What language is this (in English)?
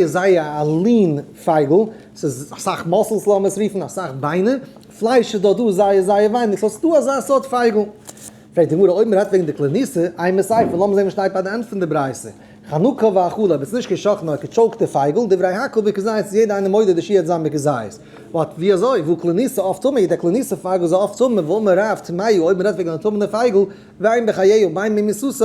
Yiddish